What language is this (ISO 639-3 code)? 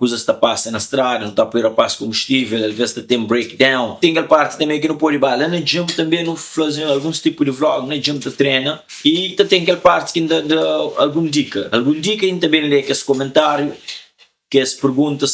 kea